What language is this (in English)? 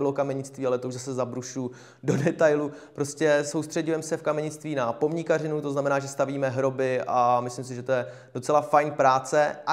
Czech